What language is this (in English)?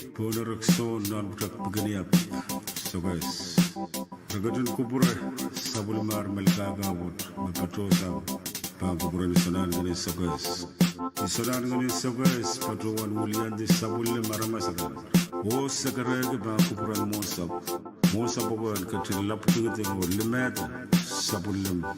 Pohnpeian